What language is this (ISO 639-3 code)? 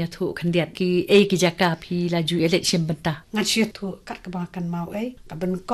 kha